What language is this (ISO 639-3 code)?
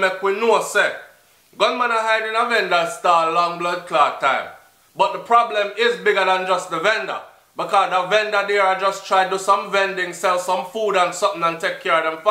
jam